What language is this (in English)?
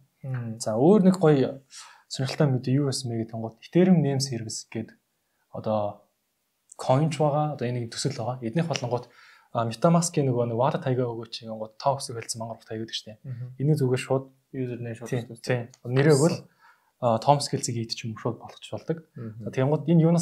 Mongolian